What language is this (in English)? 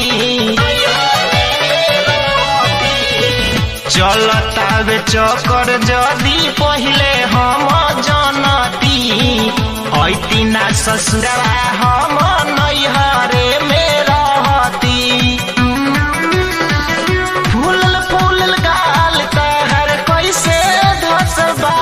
Bhojpuri